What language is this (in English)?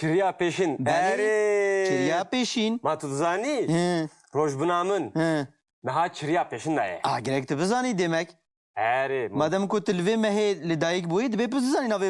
Kurdish